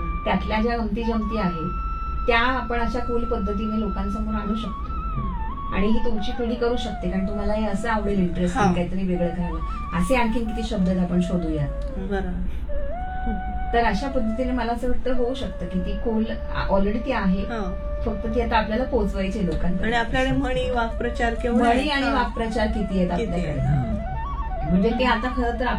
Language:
Marathi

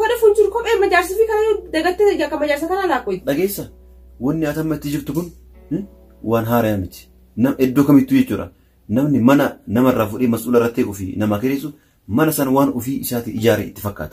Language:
Oromo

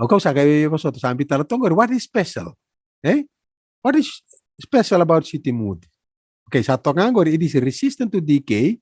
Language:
Fijian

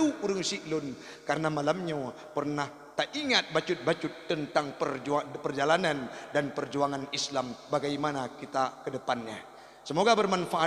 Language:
Achinese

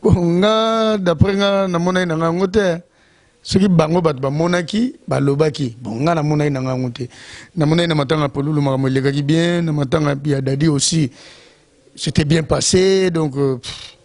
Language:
Lingala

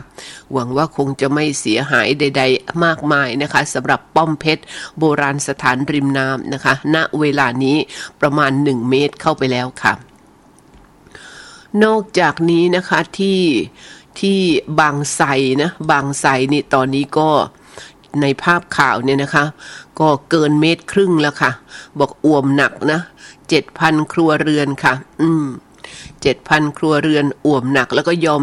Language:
Thai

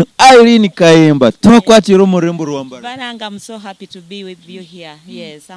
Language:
Nyankole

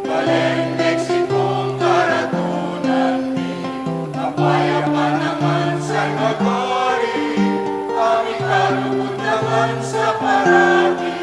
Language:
Pampanga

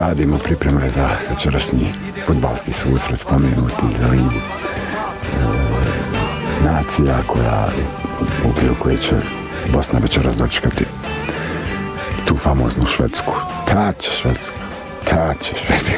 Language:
Bosnian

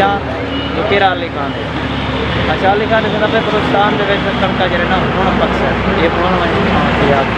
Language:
Saraiki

